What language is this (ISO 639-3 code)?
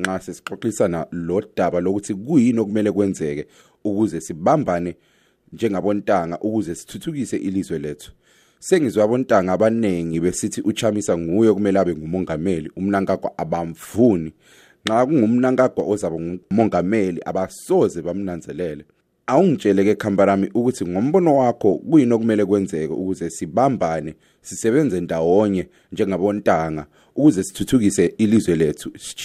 nde